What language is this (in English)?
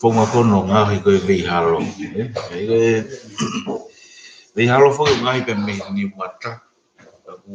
Tongan